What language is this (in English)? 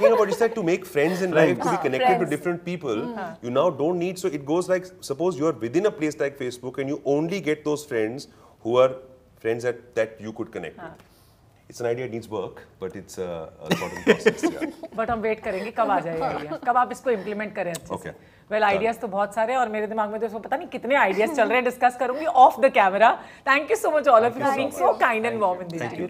Hindi